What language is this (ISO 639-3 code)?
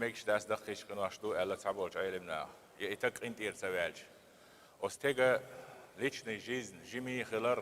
che